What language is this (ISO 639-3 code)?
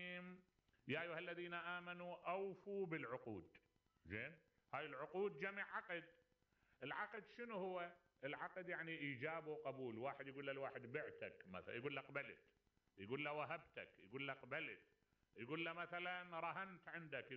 acm